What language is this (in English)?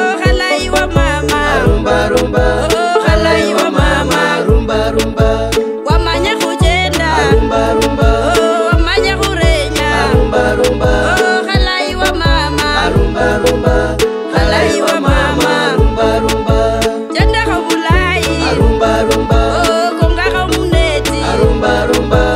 Kabras